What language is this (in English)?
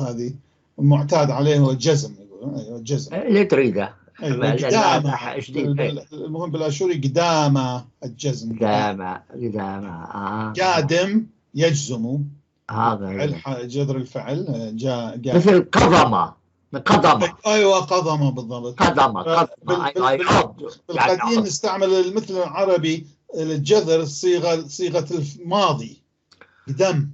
North Levantine Arabic